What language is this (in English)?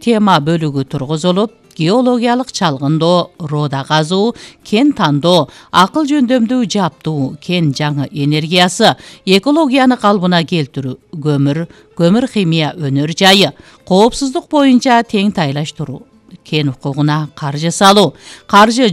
Kyrgyz